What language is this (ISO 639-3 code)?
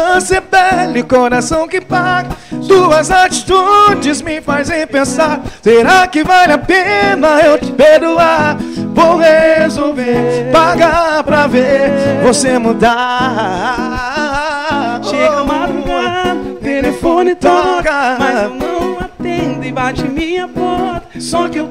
por